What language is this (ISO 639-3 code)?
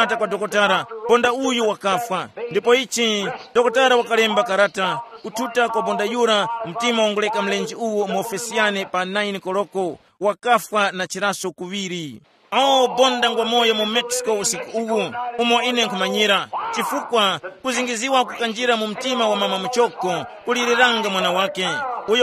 tum